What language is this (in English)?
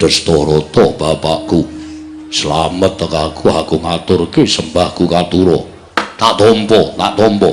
Javanese